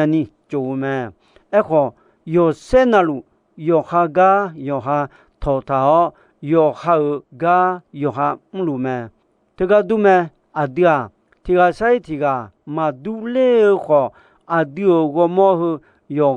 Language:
Akha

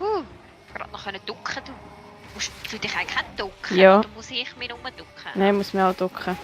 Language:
Swiss German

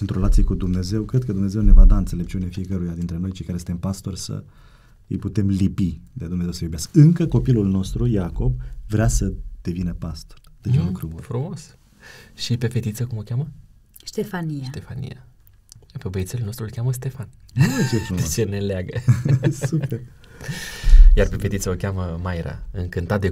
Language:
Romanian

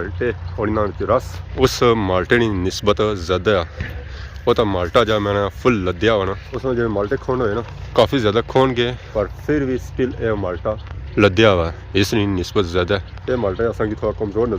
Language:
Pahari-Potwari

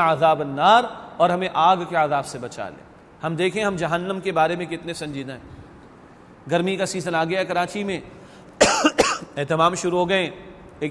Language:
Urdu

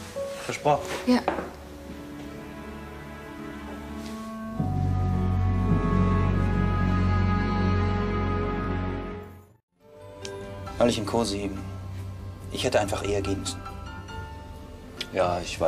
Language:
German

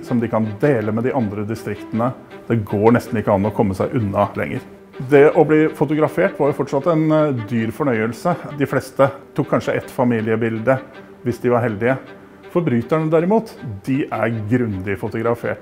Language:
Norwegian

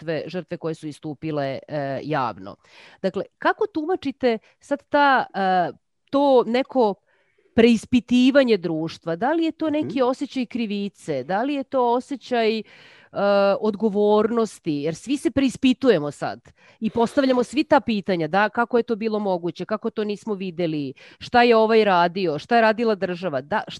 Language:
Serbian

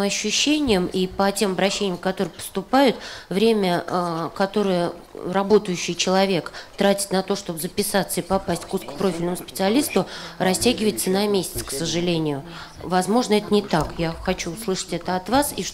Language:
Russian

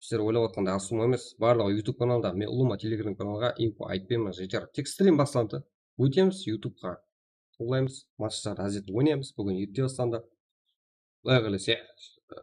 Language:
Kara-Kalpak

